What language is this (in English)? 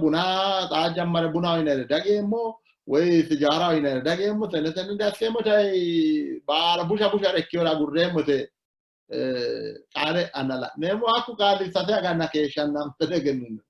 Sidamo